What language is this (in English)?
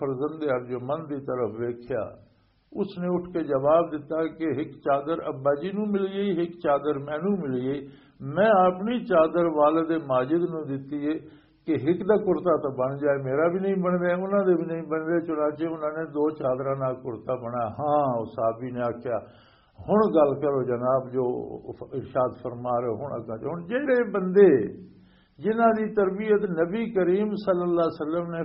Western Panjabi